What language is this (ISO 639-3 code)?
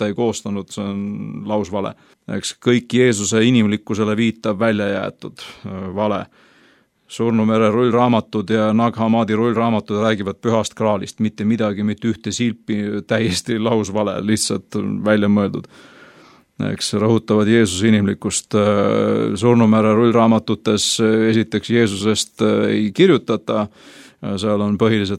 est